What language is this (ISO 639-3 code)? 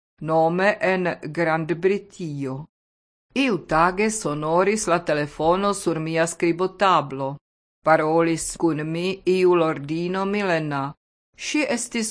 epo